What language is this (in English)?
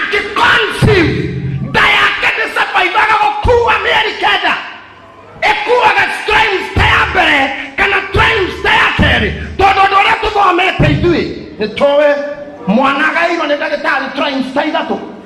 Kikuyu